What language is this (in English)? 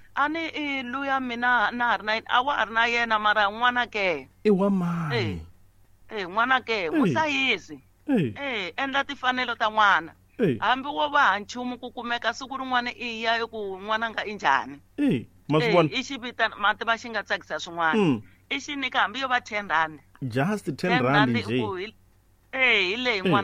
Tsonga